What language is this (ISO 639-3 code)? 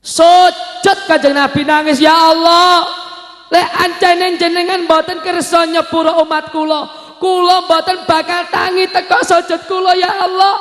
jav